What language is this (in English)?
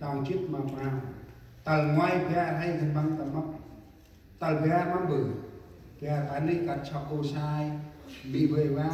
Central Mnong